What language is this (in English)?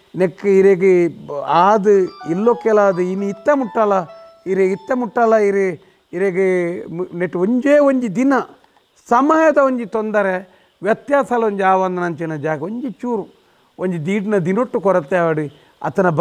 Tulu